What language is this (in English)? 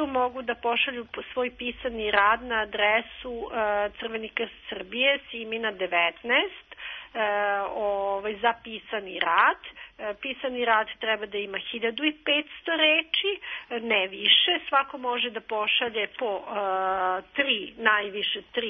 Serbian